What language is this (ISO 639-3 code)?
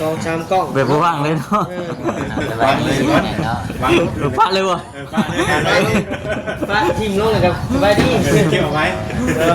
lao